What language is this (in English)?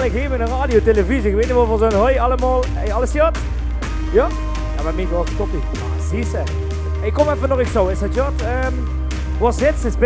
Limburgish